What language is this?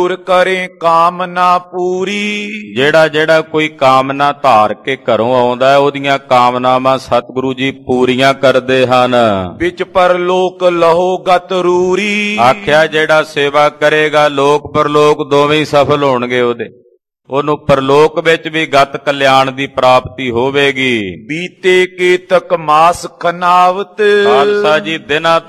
Punjabi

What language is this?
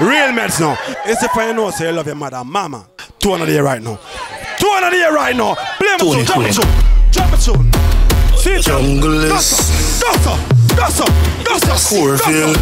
Jamaican Creole English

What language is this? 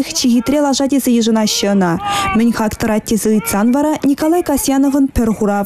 Chuvash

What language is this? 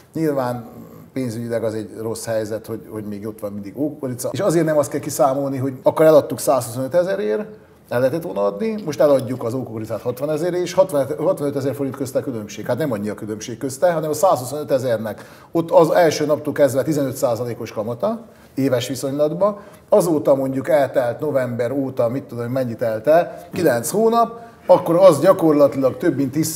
Hungarian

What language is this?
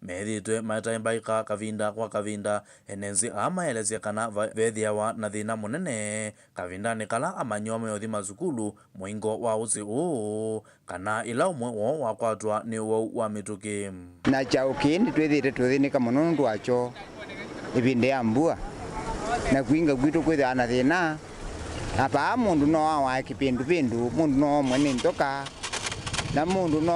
Kamba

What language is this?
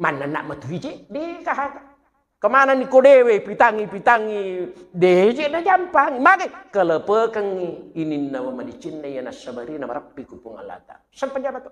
Buginese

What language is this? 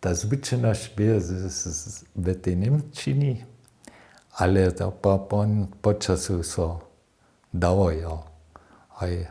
Upper Sorbian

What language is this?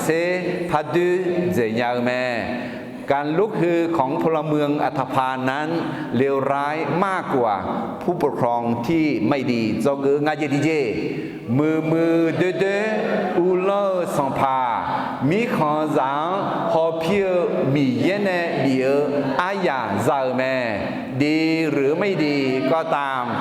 Akha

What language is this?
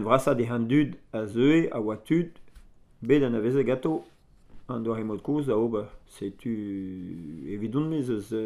Breton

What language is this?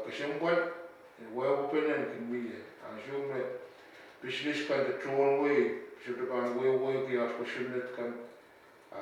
Pohnpeian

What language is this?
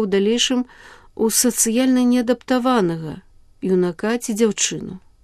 Belarusian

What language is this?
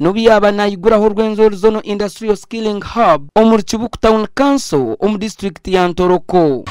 Nyankole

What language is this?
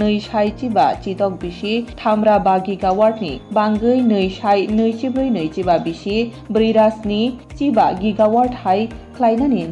Kok Borok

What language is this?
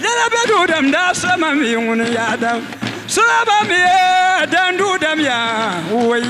Dagbani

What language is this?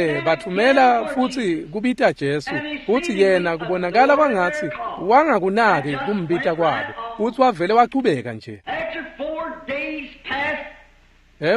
Swati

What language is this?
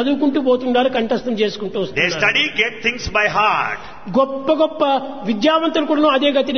Telugu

